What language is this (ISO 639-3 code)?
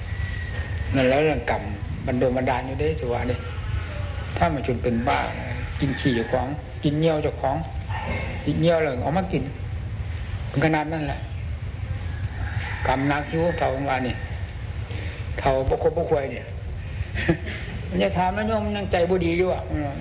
tha